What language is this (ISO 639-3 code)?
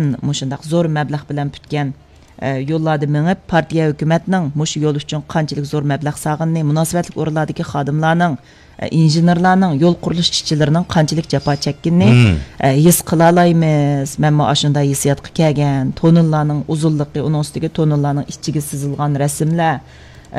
uig